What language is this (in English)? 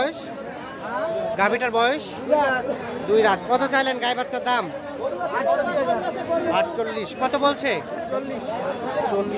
Bangla